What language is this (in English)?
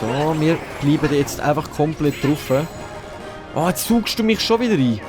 Swiss German